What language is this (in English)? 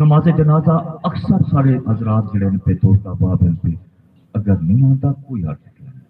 Saraiki